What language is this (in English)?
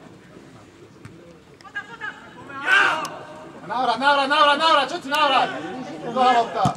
Slovak